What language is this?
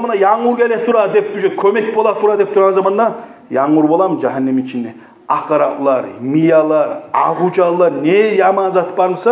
Kumyk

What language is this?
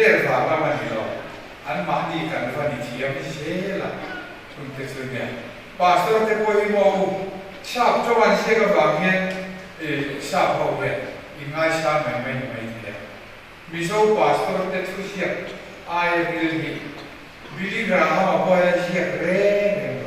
Mizo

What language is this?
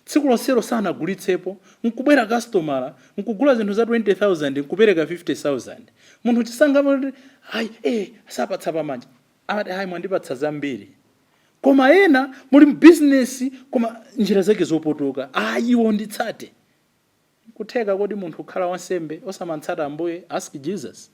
Nyanja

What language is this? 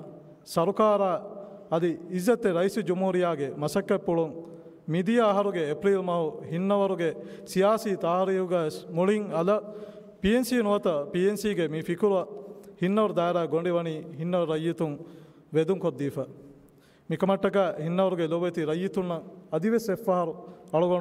Divehi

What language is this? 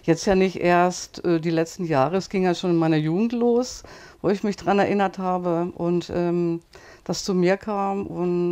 German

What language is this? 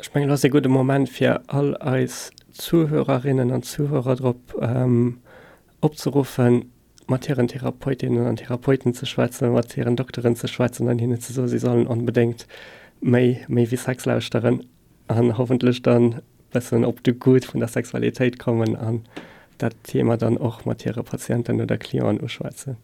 Luxembourgish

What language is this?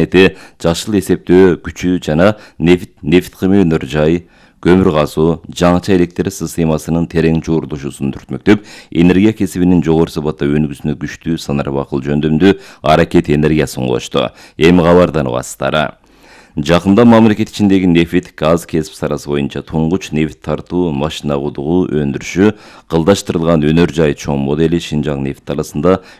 Kyrgyz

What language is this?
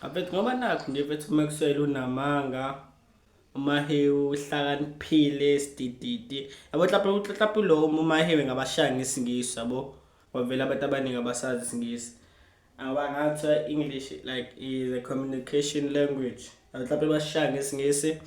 Zulu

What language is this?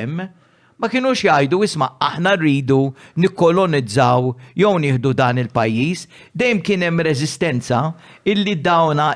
Maltese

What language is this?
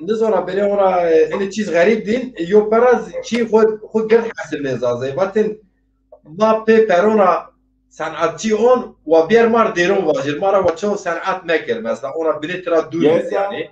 Zaza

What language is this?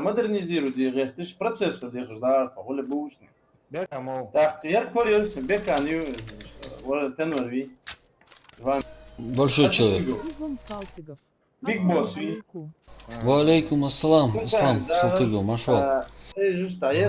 Ingush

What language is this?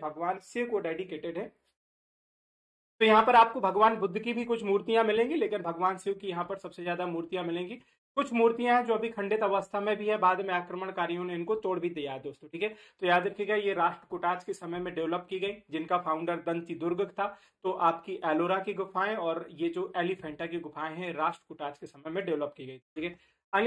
Hindi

